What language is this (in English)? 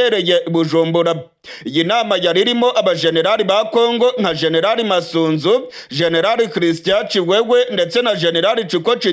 Rundi